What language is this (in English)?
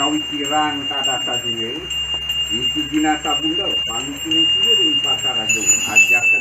Balinese